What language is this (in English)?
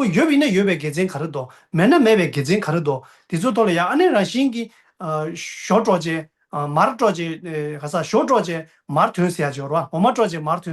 Tibetan